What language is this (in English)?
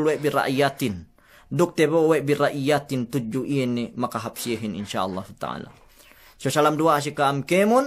Yakan